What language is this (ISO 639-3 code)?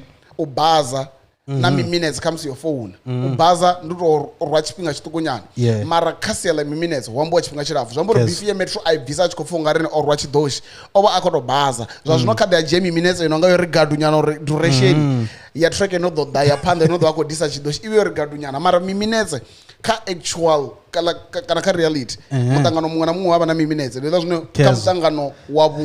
ven